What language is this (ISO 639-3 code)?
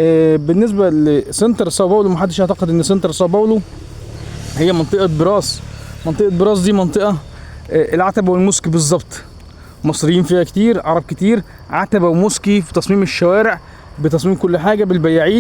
arz